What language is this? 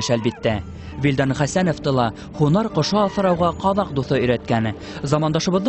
Bashkir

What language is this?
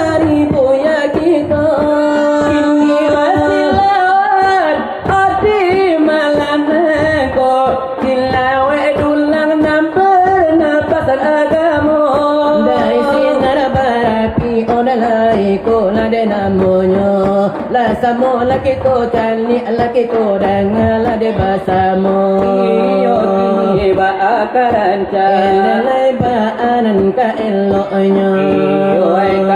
Minangkabau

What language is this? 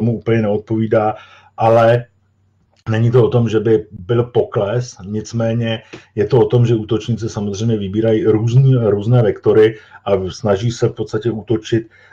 Czech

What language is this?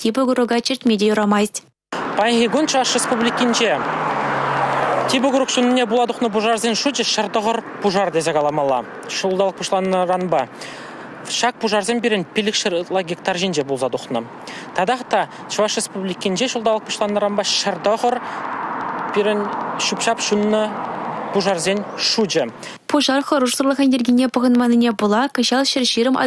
Chuvash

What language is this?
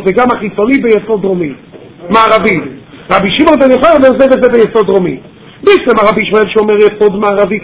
Hebrew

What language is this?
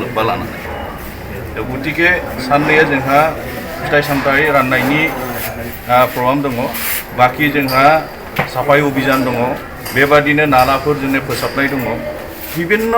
Bodo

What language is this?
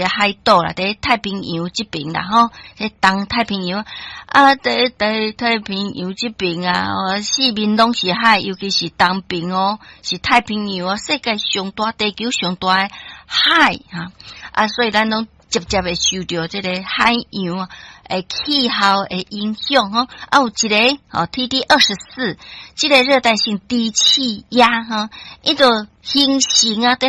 Min Nan Chinese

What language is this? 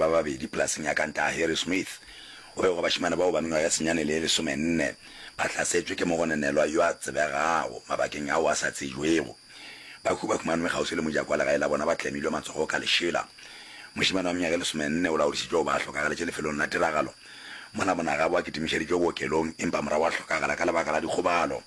Northern Sotho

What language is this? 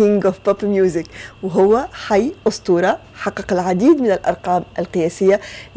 Tunisian Arabic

